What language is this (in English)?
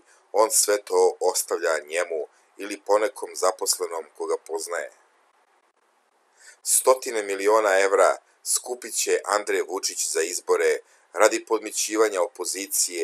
Serbian